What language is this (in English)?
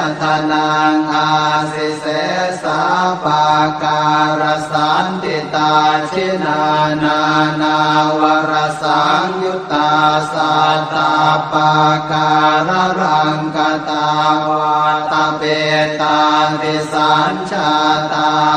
Pali